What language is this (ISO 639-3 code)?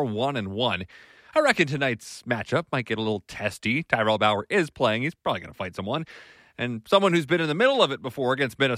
eng